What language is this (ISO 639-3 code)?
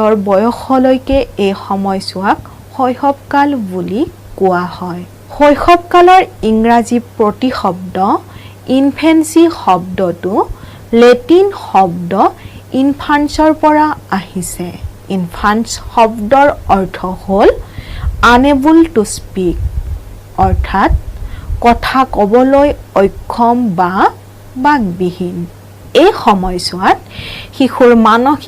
asm